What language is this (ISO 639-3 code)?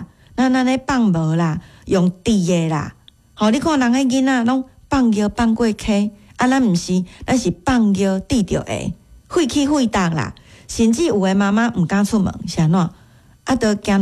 nan